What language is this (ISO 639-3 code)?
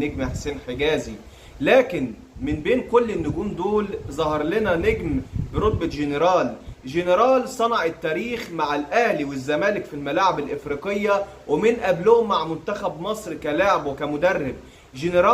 arz